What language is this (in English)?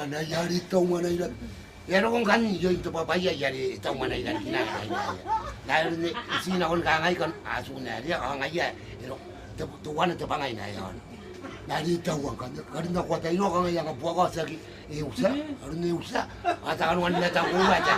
Gilbertese